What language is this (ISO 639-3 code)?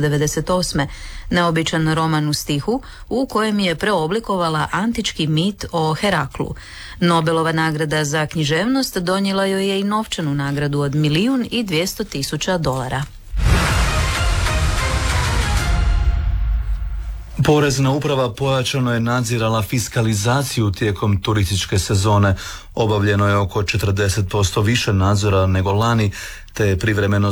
hrv